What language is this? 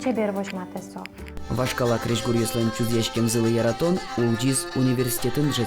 Udmurt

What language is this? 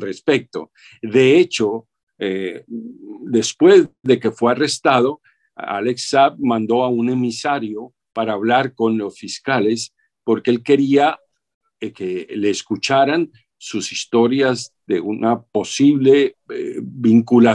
Spanish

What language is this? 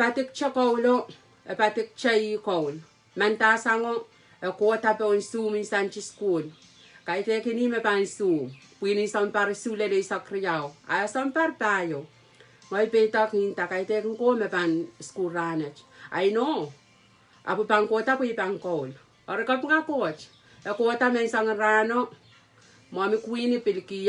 Pohnpeian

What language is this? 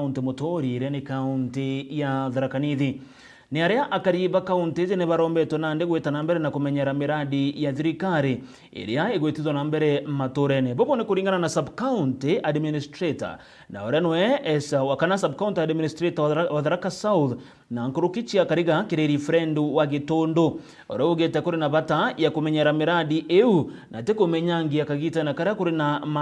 Meru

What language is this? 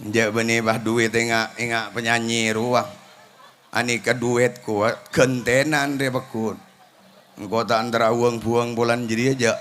Madurese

